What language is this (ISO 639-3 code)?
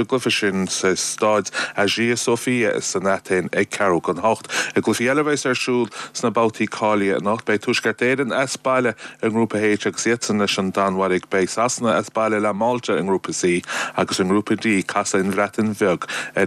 gle